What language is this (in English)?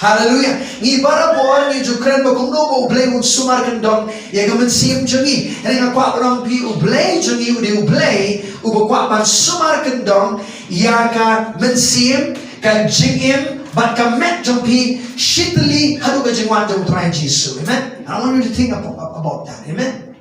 Khasi